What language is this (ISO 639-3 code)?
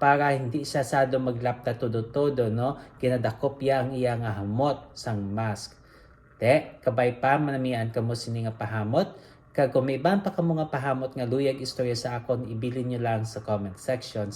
hil